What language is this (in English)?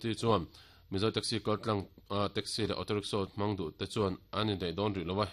Mizo